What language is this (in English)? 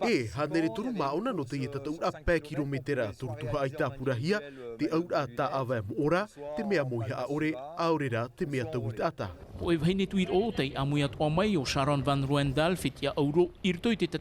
Tahitian